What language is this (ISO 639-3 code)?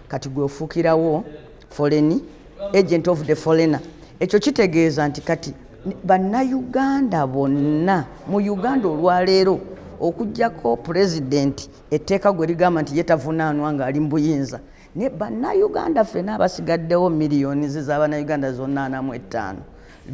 lug